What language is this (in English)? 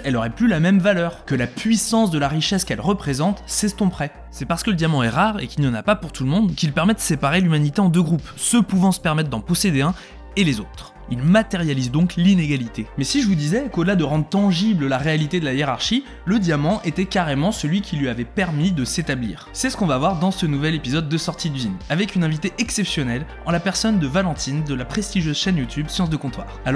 French